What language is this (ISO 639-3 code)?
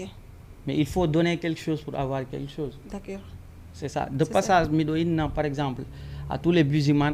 ful